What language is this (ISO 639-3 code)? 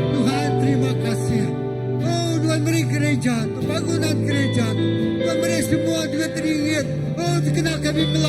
iba